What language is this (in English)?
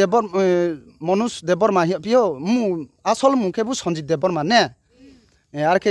Riang (India)